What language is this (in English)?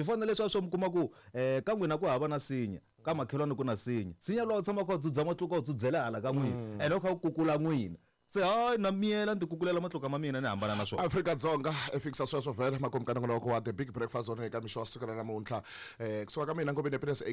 Tsonga